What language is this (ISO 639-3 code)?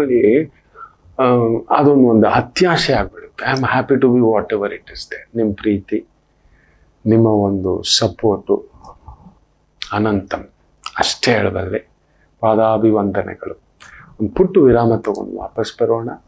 kan